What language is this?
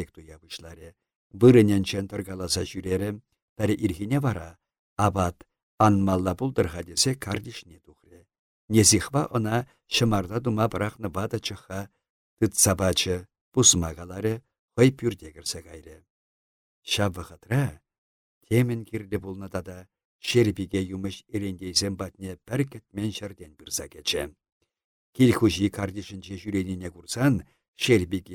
Chuvash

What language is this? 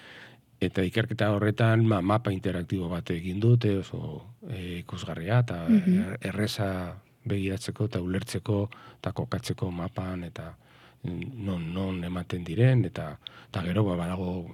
Basque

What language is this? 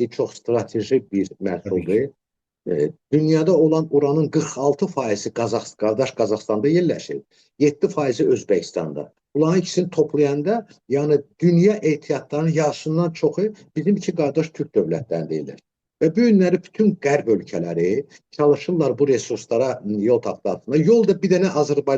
Azerbaijani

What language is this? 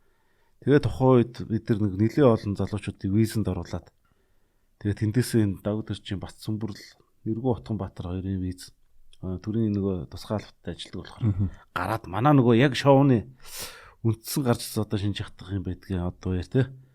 Mongolian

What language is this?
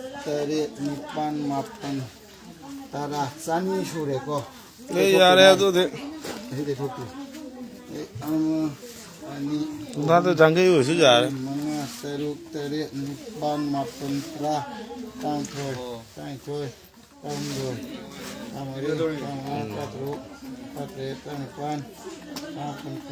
Manipuri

